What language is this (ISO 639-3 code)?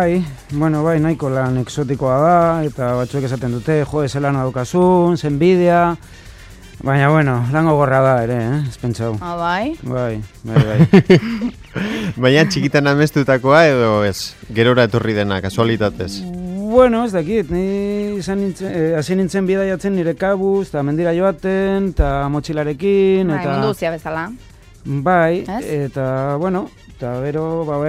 eus